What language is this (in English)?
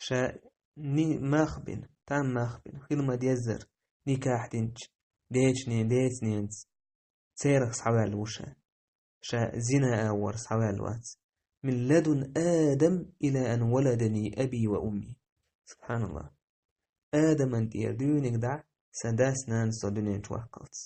Chechen